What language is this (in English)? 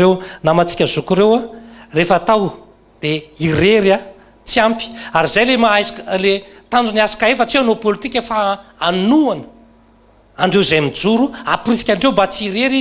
Malagasy